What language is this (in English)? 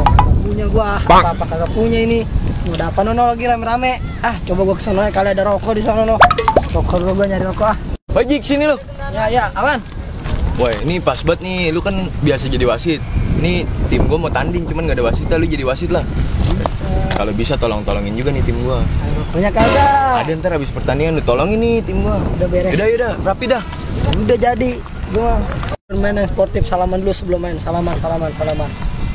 Betawi